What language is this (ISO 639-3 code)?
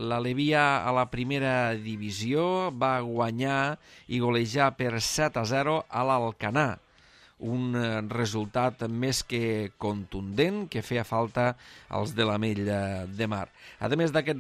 cat